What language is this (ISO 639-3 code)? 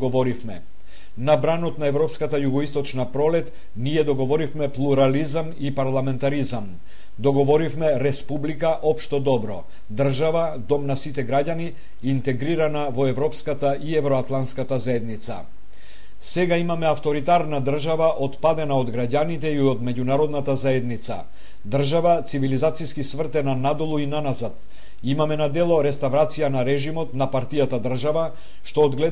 mkd